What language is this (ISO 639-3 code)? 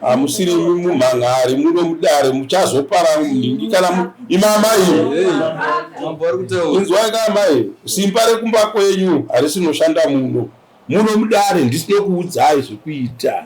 sna